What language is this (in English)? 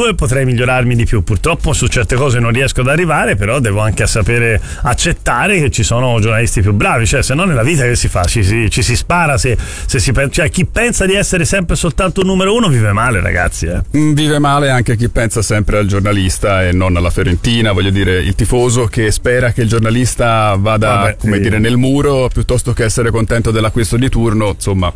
Italian